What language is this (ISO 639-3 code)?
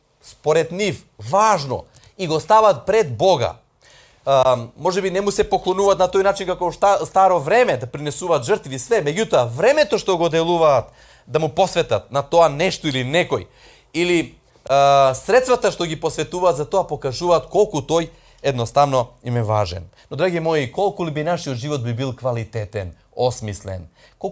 mkd